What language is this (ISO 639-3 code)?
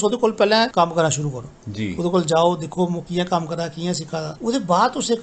doi